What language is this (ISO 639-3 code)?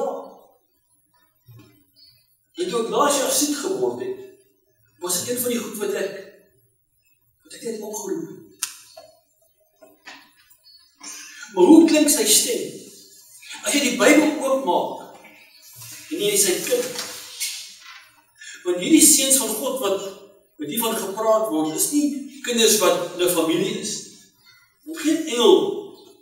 afr